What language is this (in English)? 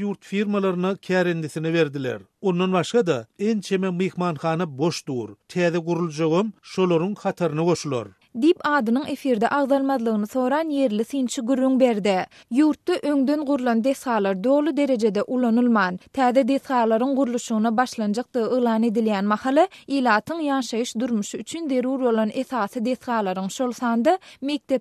Turkmen